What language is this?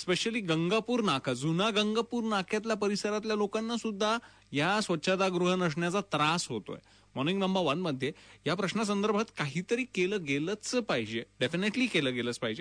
Marathi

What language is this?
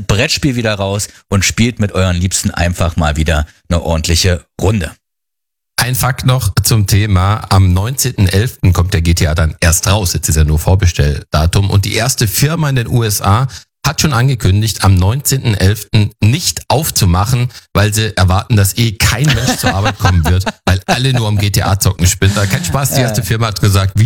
German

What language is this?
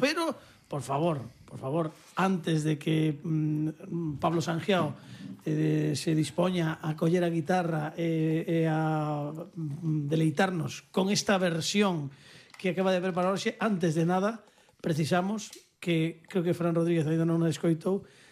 Galician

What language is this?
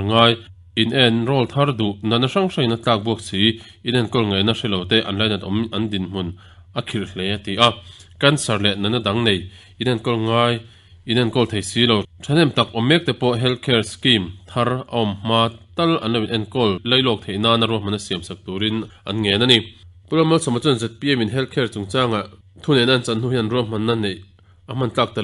Mizo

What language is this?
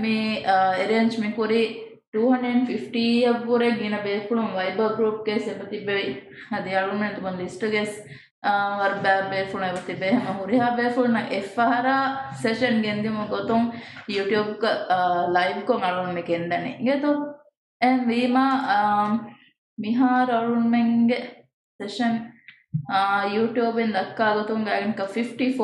Divehi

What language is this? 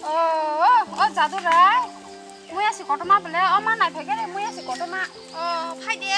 Kok Borok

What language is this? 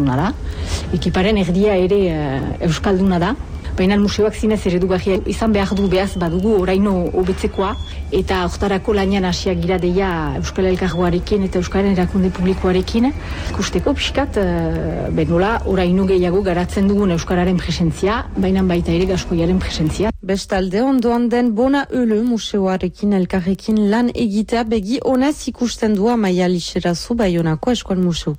Basque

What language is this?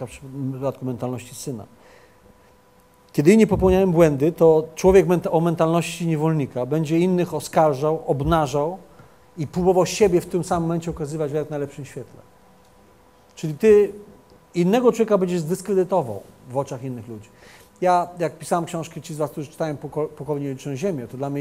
Polish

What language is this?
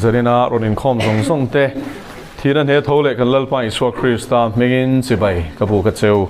Mizo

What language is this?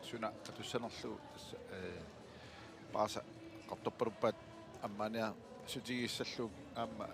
Kalaallisut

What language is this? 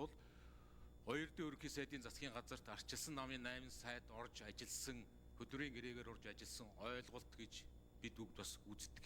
Mongolian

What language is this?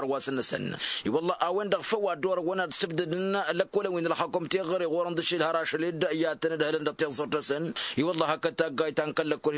Tamasheq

